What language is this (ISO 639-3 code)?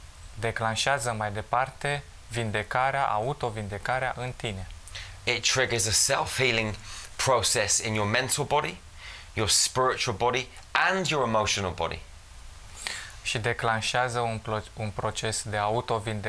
ron